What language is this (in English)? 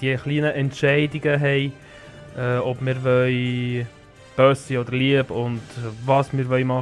Swiss German